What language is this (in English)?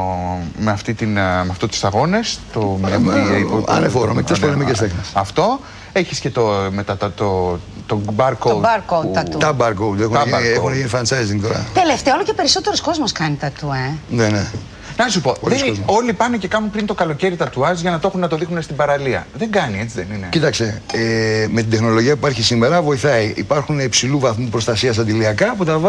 Greek